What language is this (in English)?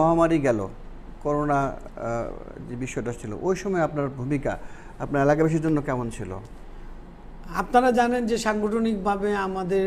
Bangla